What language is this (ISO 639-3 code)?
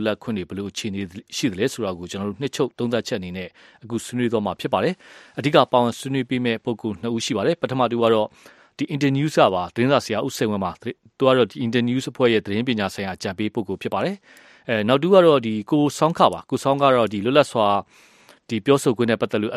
mya